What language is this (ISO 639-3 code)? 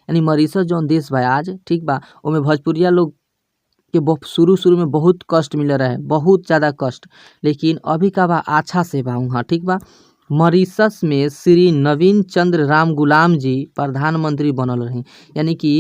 bho